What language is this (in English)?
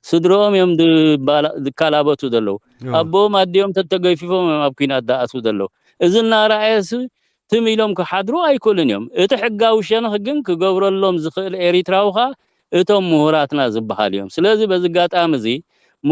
Tigrinya